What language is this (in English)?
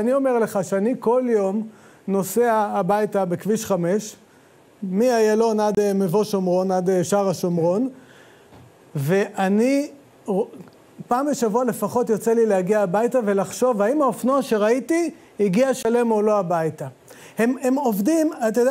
Hebrew